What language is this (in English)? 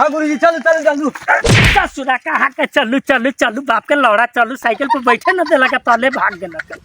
Maithili